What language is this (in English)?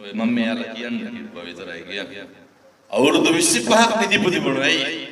Sinhala